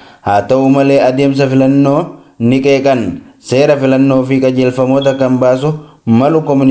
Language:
Oromo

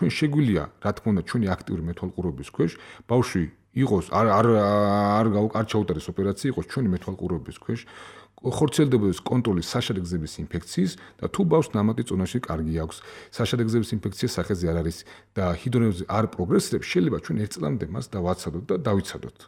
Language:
Georgian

